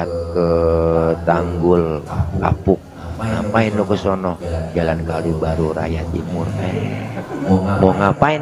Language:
Betawi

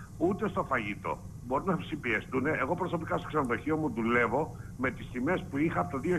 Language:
Greek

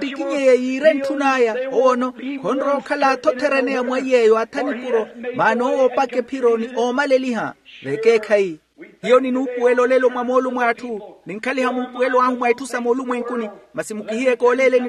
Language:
Makhuwa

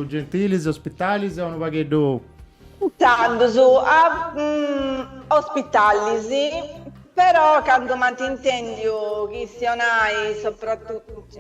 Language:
Sardinian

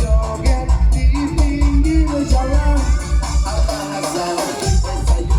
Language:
Minangkabau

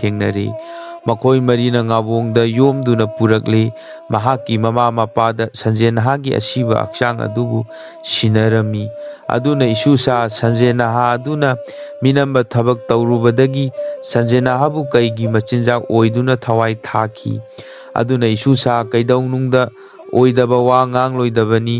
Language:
Manipuri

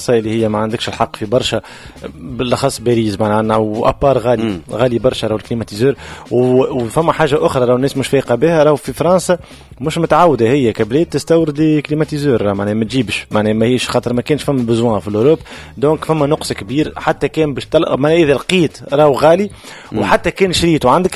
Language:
Tunisian Arabic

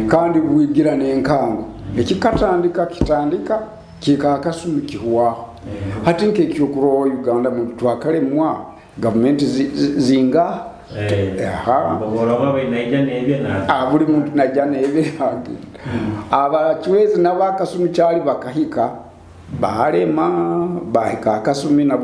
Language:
Nyoro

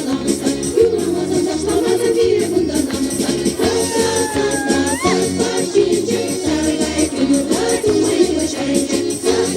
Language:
Chuvash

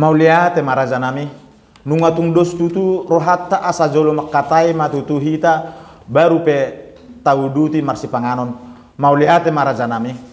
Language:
Batak Toba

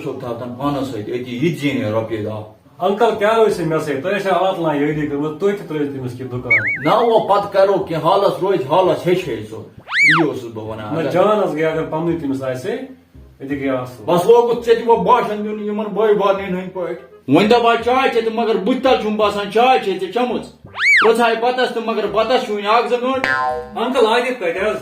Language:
Kashmiri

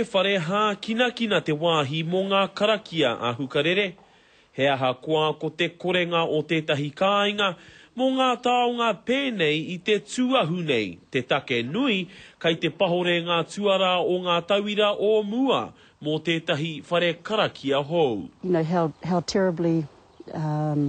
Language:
Māori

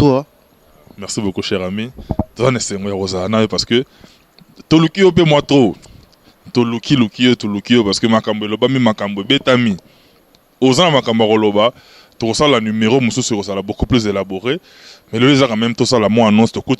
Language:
Lingala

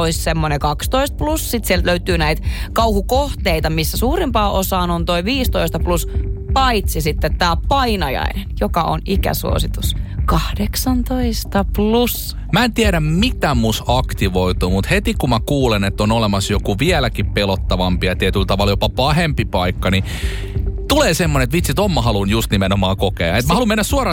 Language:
Finnish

